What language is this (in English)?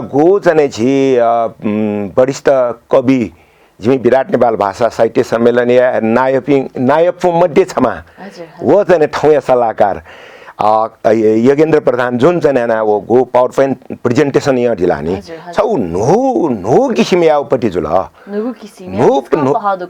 Newari